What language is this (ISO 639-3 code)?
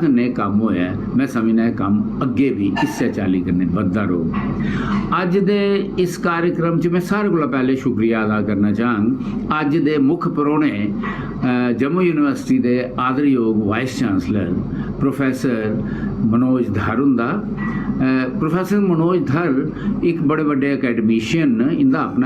doi